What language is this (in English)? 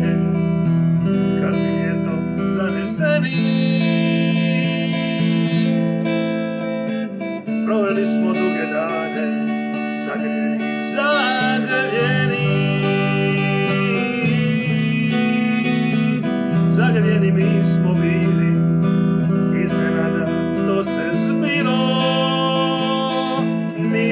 Croatian